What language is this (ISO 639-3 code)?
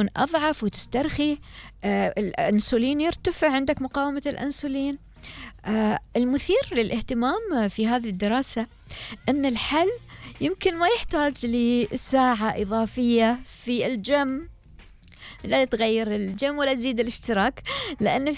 afb